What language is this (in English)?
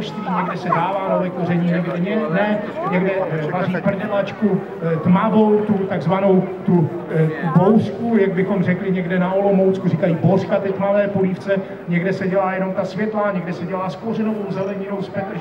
Czech